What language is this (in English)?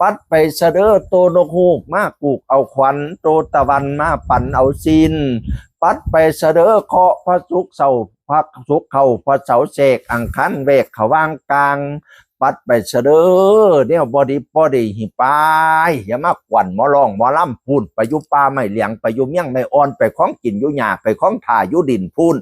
Northeastern Thai